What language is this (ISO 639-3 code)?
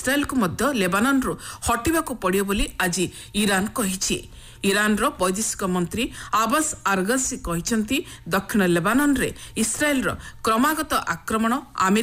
ori